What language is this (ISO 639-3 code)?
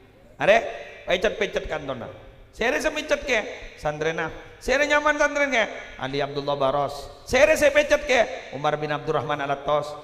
mad